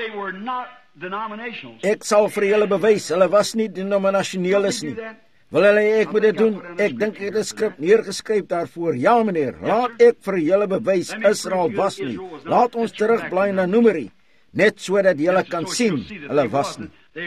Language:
Afrikaans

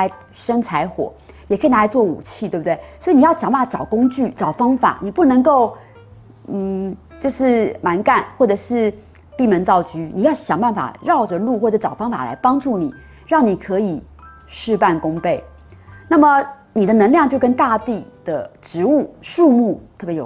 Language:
Chinese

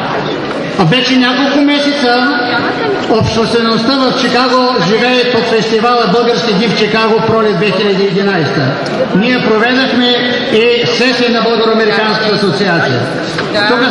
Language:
Bulgarian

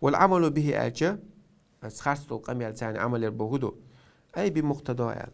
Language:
Chechen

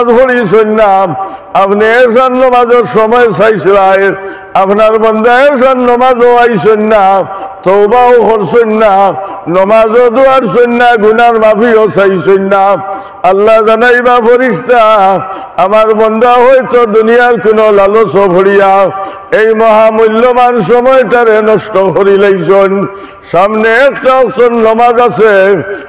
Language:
Sylheti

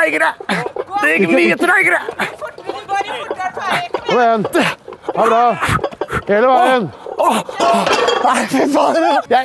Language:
Norwegian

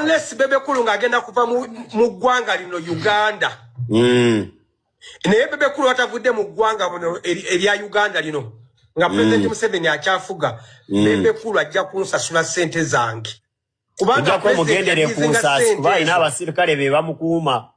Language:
Ganda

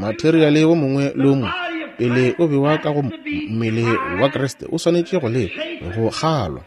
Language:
Northern Sotho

